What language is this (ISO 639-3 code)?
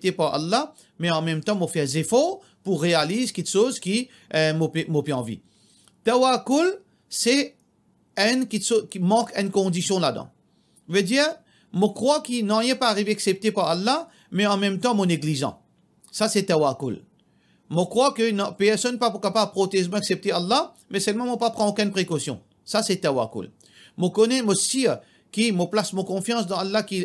mfe